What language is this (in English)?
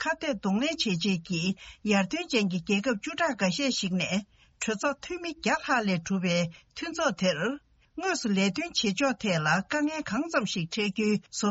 Tibetan